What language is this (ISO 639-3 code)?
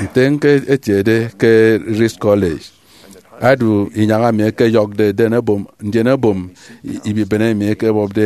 efi